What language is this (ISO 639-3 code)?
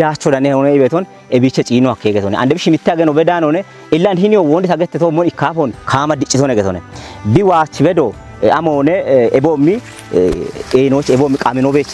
kbr